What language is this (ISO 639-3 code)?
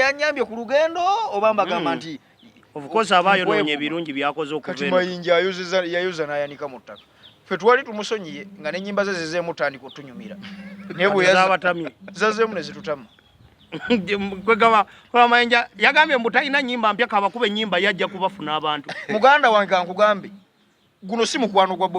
lug